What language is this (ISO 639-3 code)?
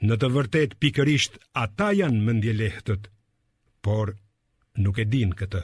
sqi